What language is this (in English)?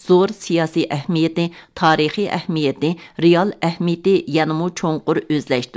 Uyghur